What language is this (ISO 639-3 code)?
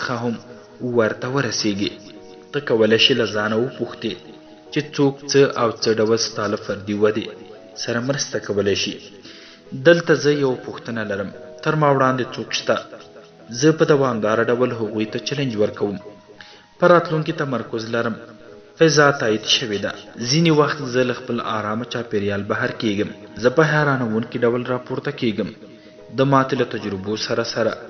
pus